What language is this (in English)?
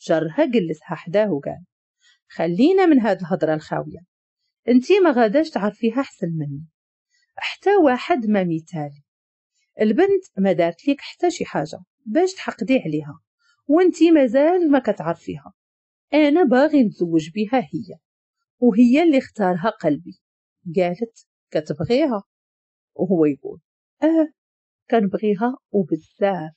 Moroccan Arabic